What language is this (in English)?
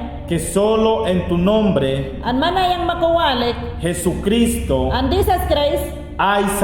Mayangna